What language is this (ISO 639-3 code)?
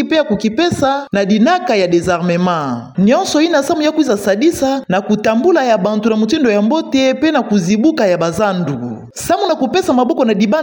ktu